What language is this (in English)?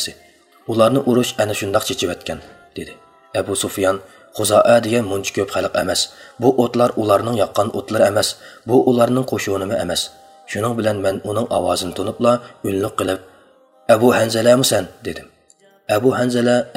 Uyghur